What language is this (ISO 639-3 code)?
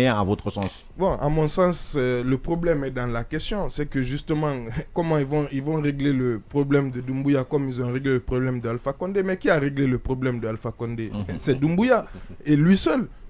fra